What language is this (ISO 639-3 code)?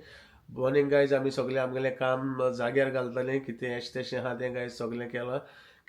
kok